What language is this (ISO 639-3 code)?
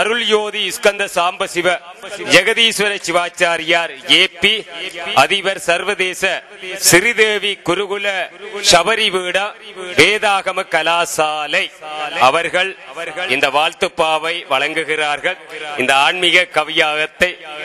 tam